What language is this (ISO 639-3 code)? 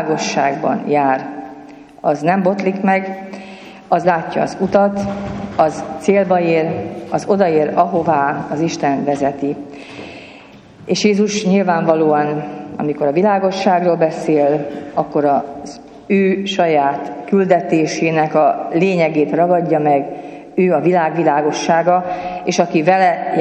hun